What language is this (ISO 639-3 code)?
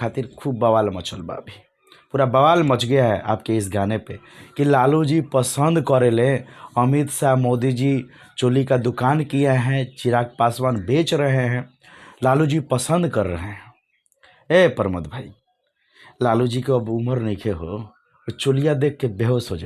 bho